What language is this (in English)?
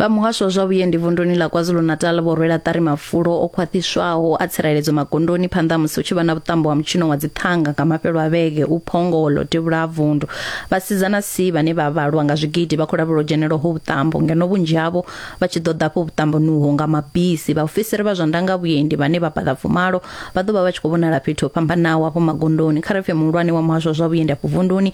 Venda